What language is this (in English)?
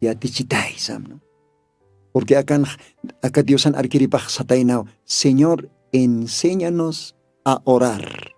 Aymara